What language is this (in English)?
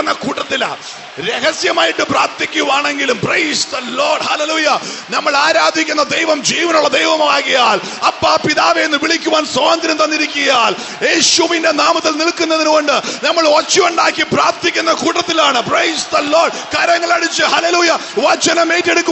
Malayalam